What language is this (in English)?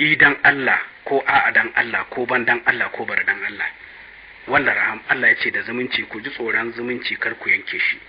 Hausa